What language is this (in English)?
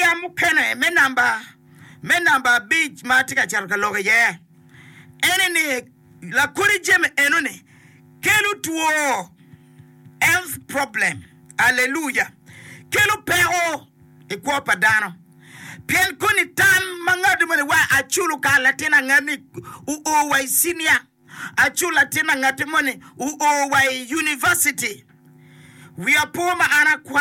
Acoli